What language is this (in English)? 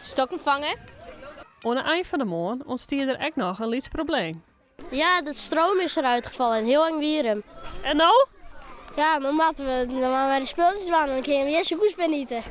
Western Frisian